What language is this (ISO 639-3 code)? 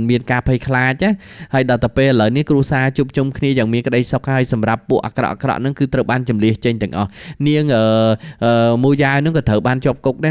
khm